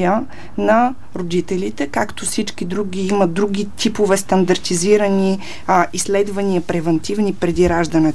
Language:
Bulgarian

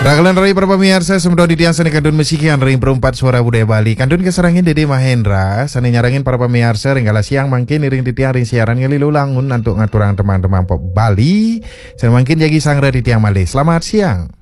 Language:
Balinese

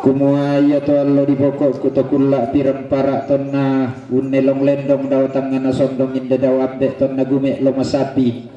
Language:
Toraja-Sa'dan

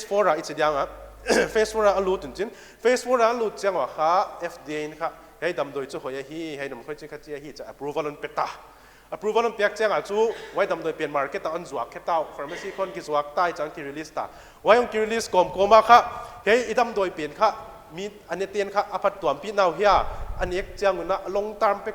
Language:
Paite Chin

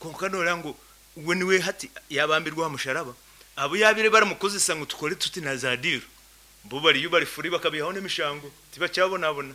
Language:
Nyankole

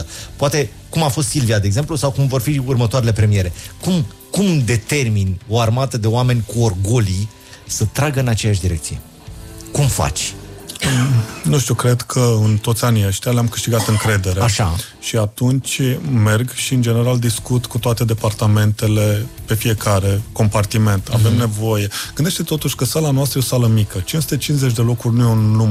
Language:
Romanian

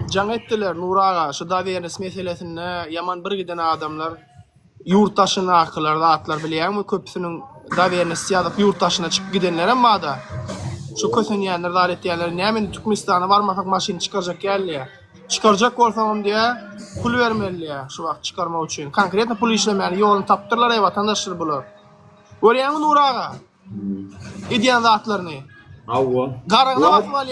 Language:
Turkmen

